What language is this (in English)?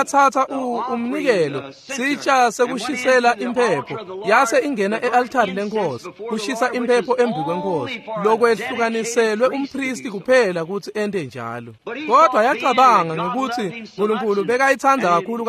Swati